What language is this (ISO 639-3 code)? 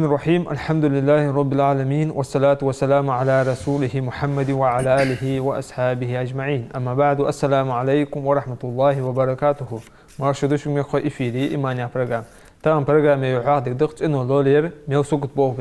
inh